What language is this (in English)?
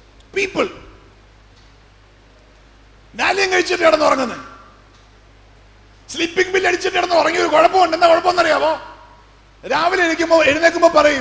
Malayalam